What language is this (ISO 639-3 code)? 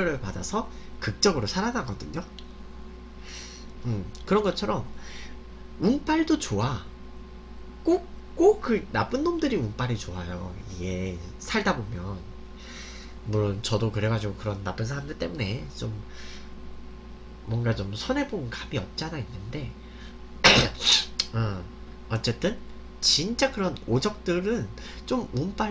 kor